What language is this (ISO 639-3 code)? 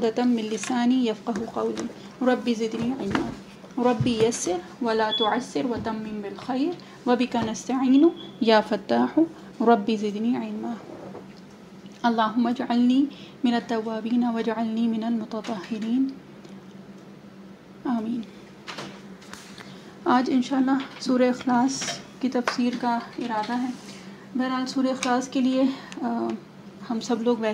urd